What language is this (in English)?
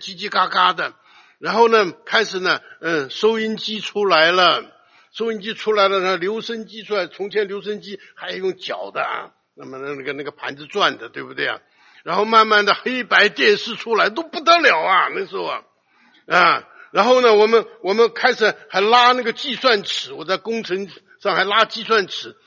Chinese